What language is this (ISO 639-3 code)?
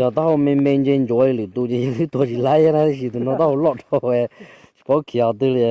hmn